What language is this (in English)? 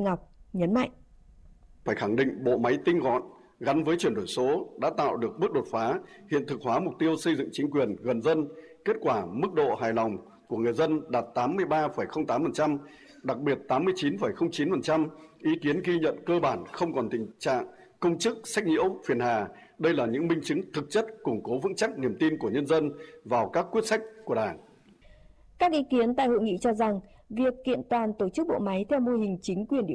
Vietnamese